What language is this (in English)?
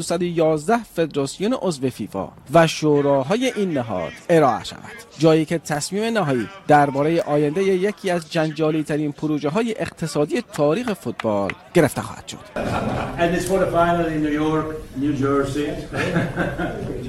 Persian